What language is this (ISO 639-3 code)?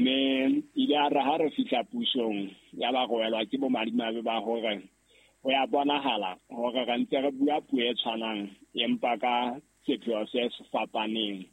sot